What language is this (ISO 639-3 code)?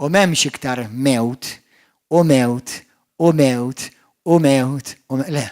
mlt